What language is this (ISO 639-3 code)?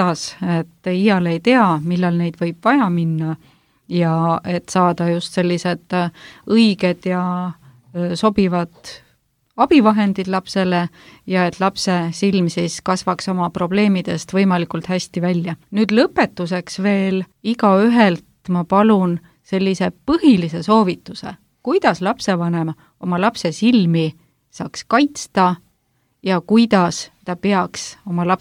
est